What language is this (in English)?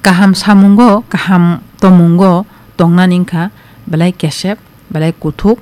Kok Borok